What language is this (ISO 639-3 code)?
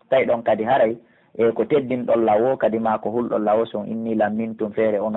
fuf